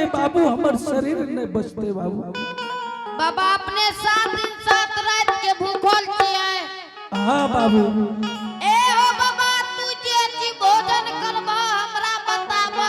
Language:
Angika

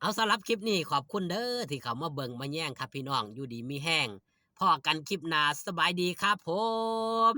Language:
Northeastern Thai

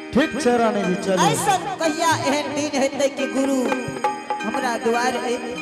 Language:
Angika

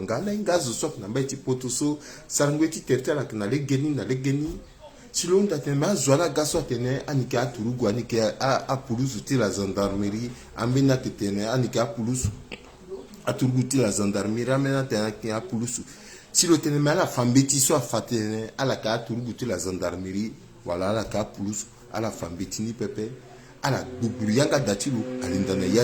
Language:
Sango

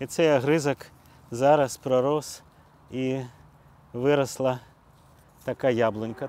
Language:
Ukrainian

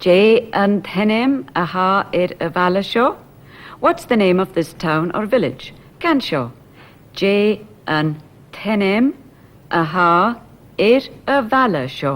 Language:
Scottish Gaelic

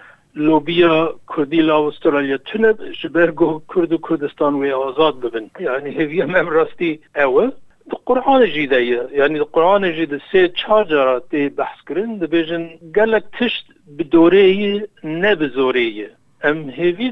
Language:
Kurdish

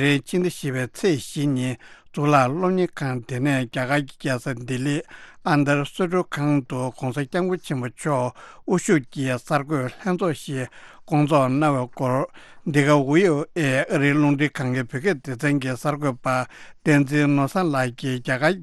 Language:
Tibetan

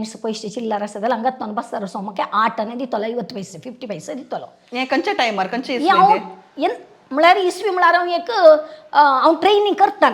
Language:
Konkani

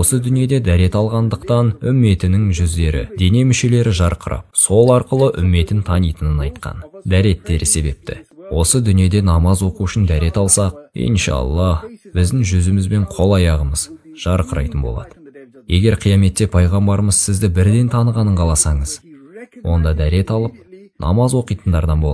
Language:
Kazakh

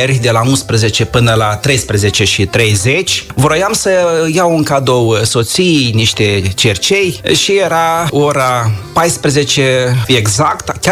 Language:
Romanian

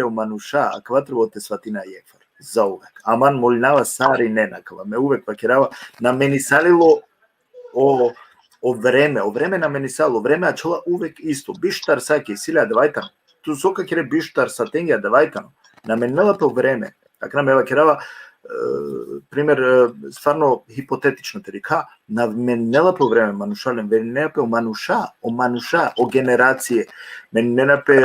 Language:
Balkan Romani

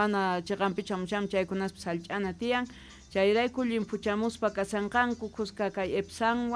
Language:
South Bolivian Quechua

